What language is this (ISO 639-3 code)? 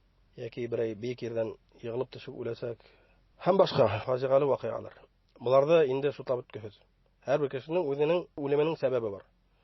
bak